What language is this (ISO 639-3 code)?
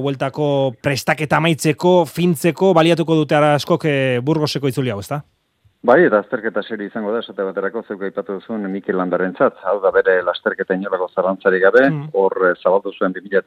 eus